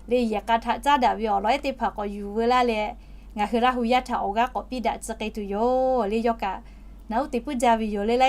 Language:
Lahu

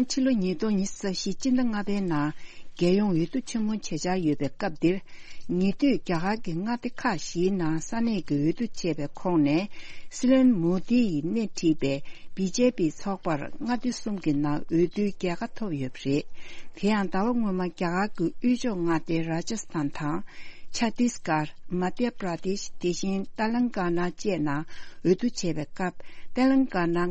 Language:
Tibetan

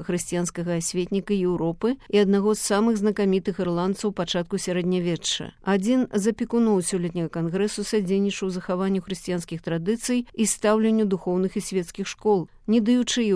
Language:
Belarusian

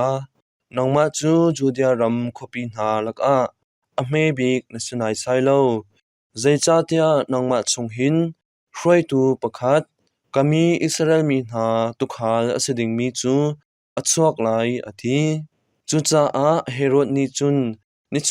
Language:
Hakha Chin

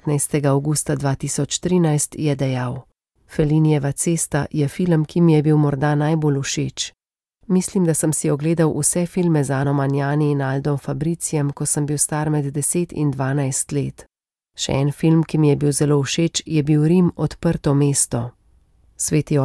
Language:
Slovenian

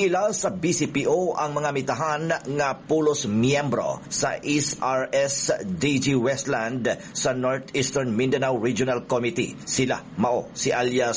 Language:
Cebuano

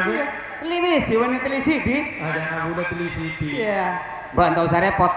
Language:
Madurese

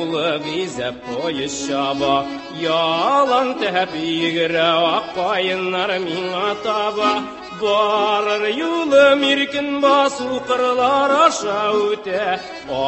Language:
Tatar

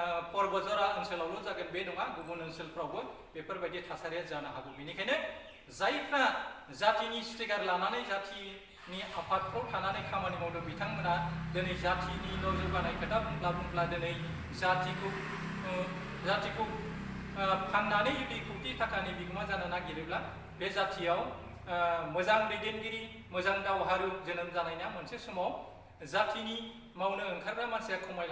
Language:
Bodo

